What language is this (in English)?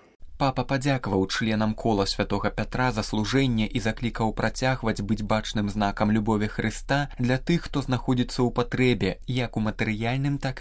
Belarusian